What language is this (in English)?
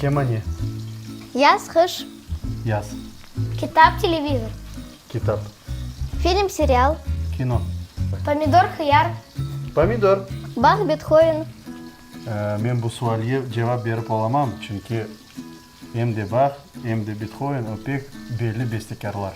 Crimean Tatar